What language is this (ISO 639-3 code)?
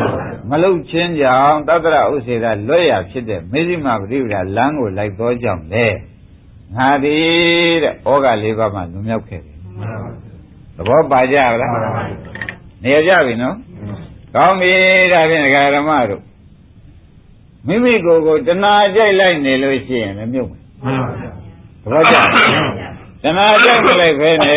mya